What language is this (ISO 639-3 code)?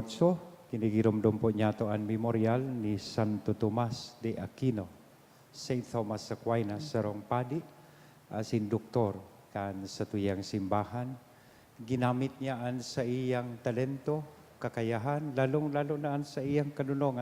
bik